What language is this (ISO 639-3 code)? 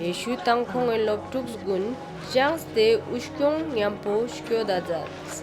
lbj